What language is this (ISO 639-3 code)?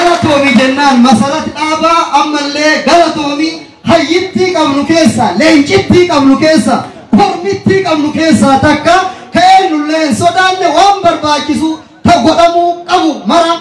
orm